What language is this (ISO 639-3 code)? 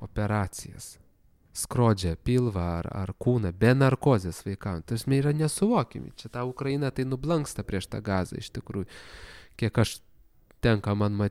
lit